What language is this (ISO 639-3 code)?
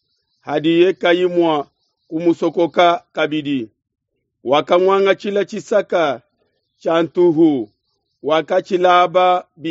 lua